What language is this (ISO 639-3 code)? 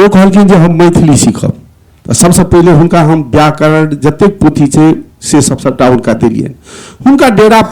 mai